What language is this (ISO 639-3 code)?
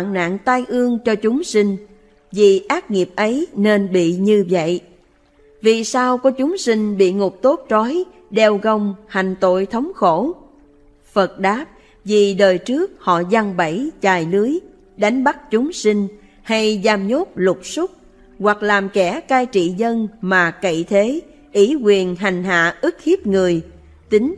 vie